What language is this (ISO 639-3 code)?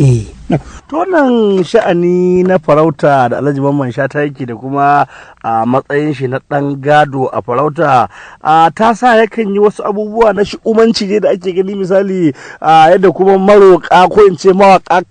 hau